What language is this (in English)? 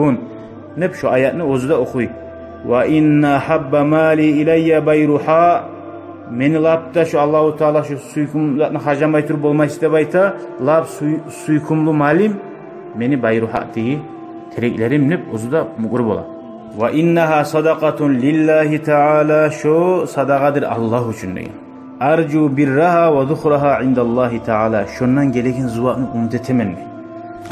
Kumyk